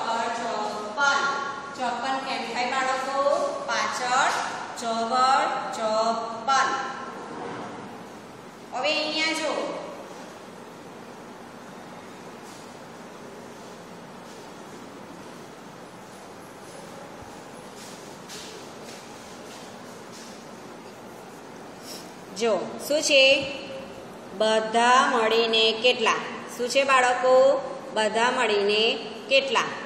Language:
Gujarati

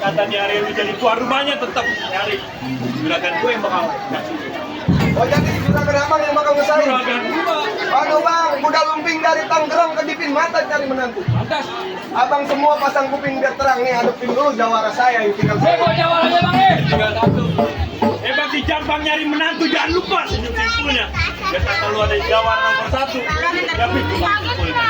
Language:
Betawi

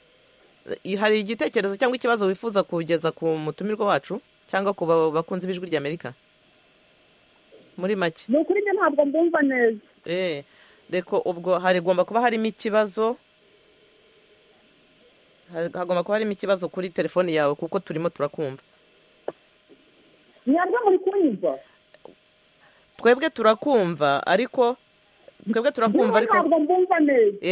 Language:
Kinyarwanda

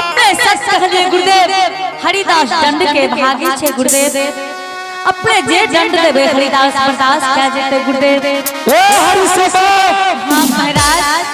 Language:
Angika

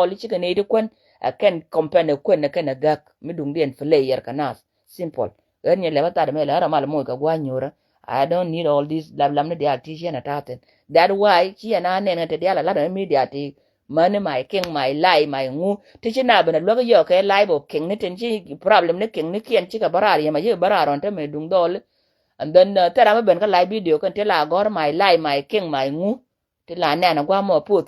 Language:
Nuer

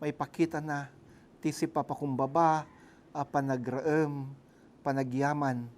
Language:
Iloko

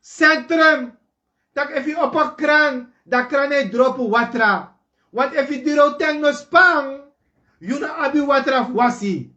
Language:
Sranan Tongo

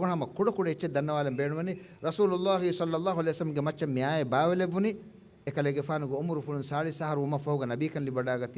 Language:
Divehi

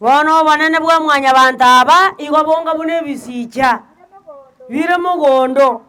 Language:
Gusii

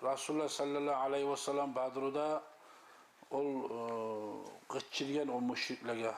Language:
Kumyk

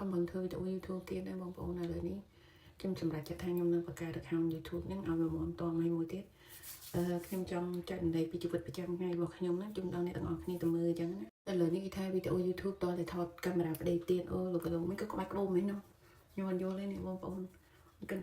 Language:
Khmer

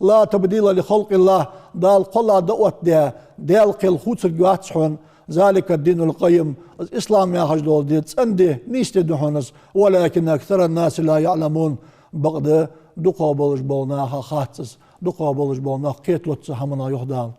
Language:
Ingush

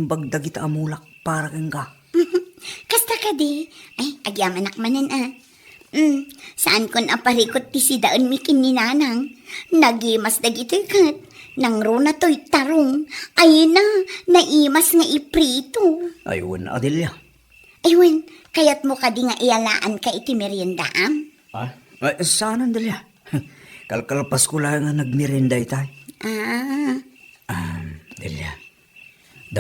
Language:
Iloko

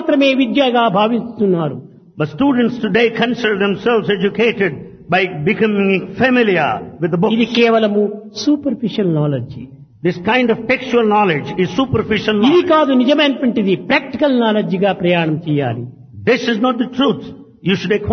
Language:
Telugu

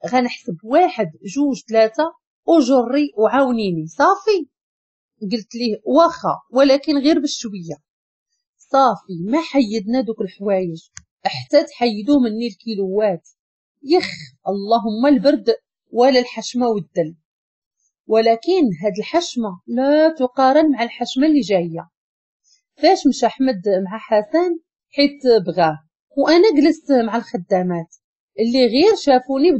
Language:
Moroccan Arabic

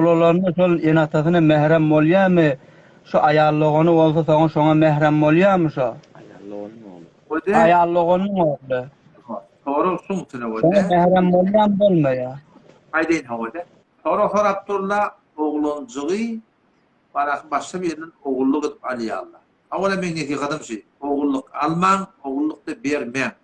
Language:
Turkmen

